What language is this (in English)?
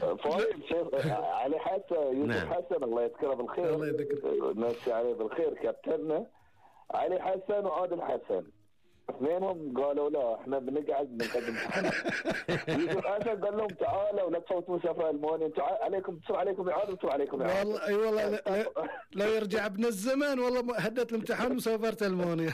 Gulf Arabic